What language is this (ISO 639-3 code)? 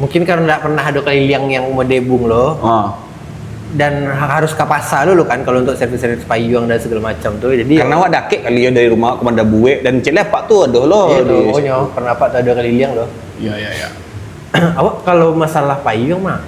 min